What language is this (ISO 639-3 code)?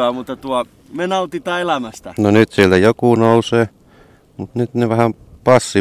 fin